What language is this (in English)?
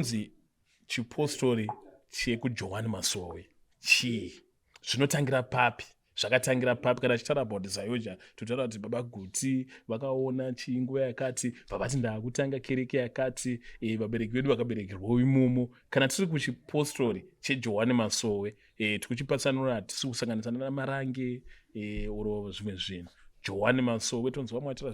Shona